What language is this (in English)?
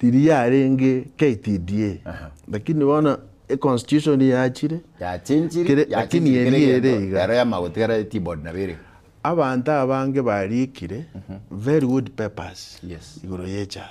Gusii